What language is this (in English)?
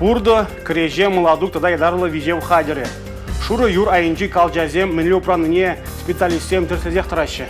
Chuvash